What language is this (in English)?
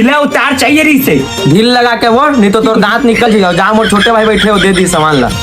Chhattisgarhi